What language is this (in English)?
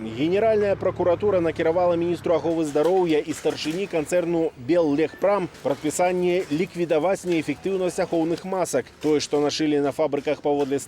Belarusian